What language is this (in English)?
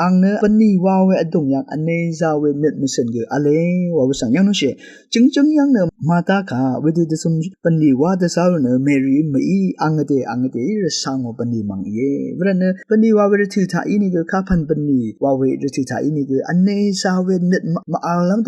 Rawang